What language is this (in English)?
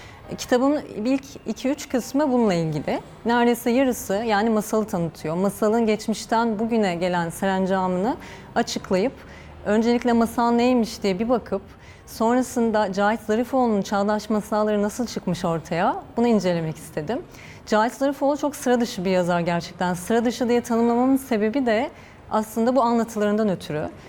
Turkish